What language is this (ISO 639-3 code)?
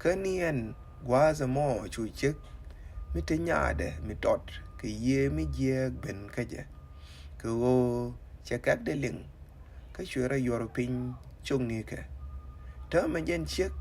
nus